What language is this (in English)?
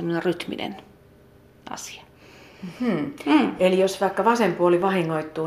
Finnish